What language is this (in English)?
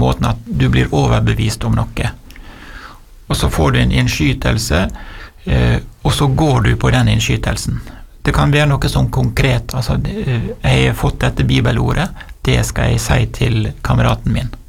Norwegian